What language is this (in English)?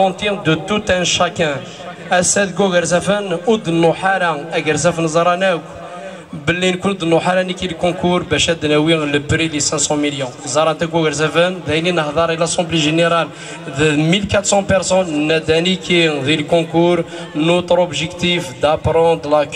Kabyle